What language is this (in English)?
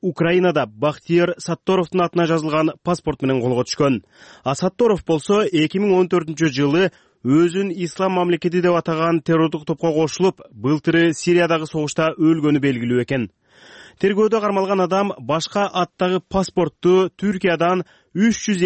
Kyrgyz